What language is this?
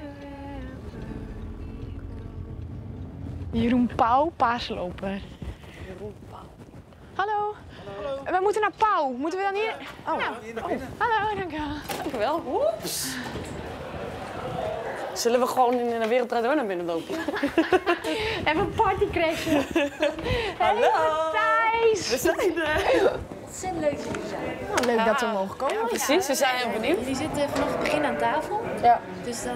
Dutch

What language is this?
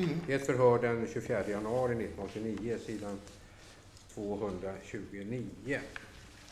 Swedish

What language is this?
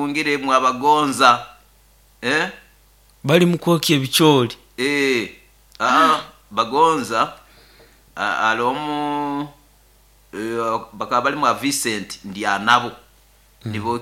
Nyoro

